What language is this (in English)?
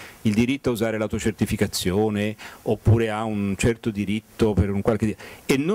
Italian